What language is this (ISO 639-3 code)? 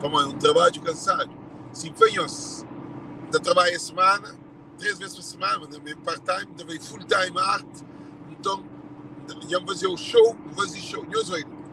kea